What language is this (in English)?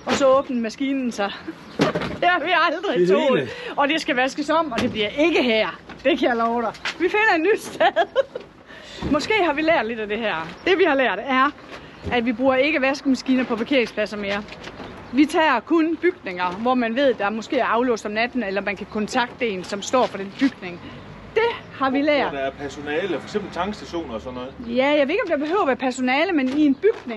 Danish